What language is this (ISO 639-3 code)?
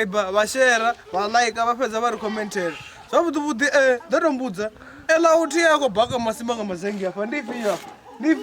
ven